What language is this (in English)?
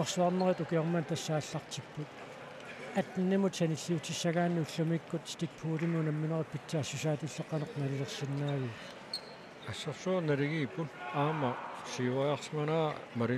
Kalaallisut